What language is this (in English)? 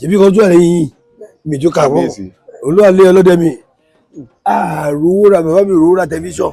Yoruba